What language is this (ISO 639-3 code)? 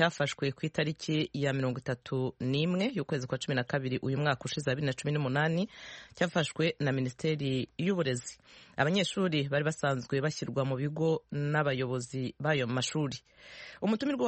kin